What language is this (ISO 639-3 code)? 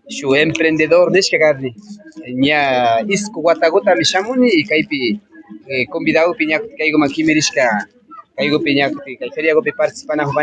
qvi